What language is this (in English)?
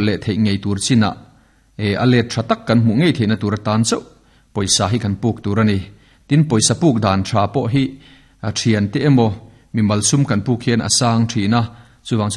Mizo